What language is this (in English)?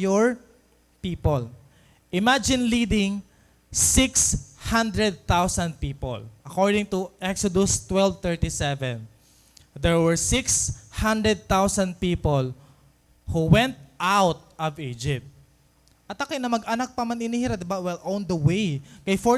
Waray